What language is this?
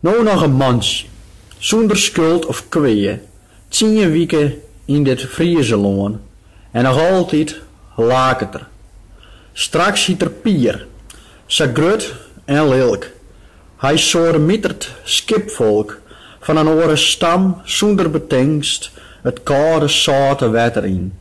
Western Frisian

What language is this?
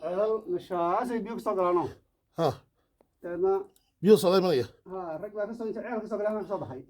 Somali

